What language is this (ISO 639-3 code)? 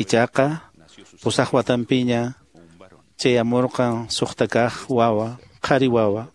que